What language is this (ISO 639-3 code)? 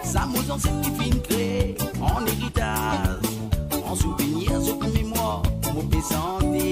mfe